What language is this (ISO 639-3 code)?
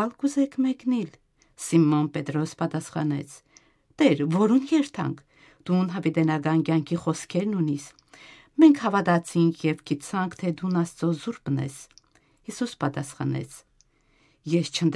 hyw